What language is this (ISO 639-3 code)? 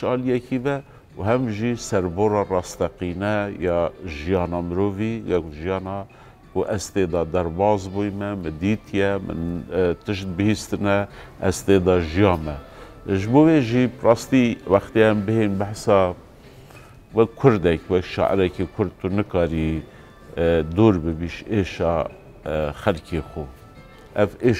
kur